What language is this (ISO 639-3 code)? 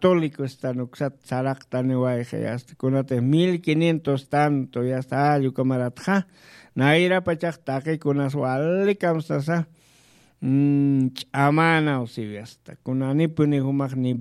aym